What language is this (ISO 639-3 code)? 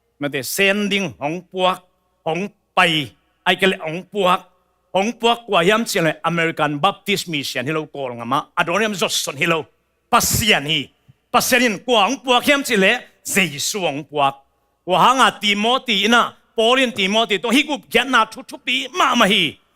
ctd